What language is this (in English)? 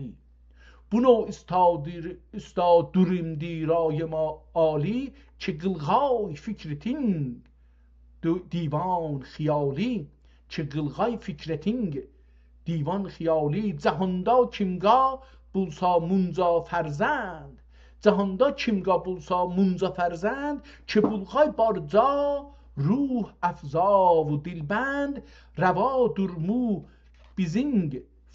South Azerbaijani